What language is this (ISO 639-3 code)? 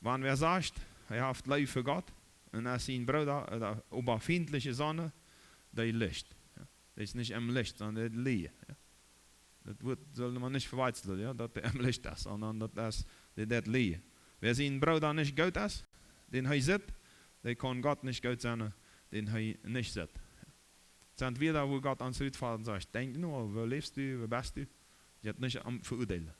pdt